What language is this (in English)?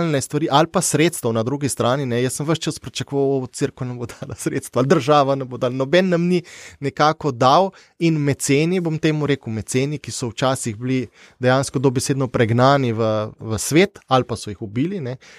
Slovenian